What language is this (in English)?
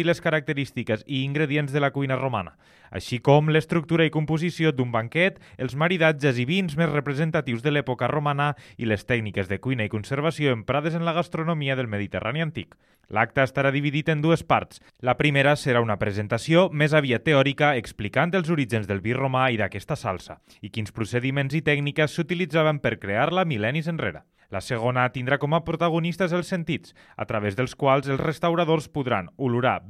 Catalan